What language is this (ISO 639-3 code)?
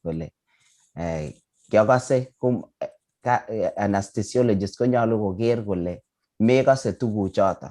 kln